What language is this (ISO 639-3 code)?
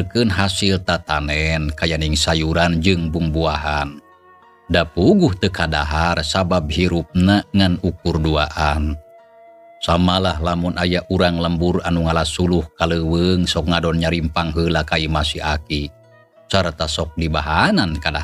sun